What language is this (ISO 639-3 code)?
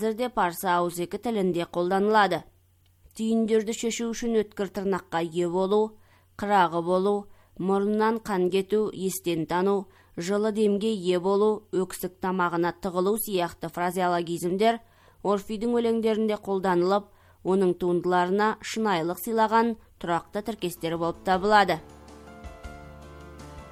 kaz